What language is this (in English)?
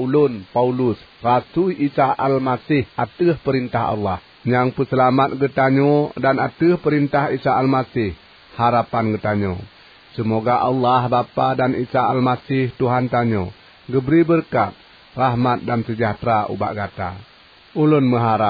Achinese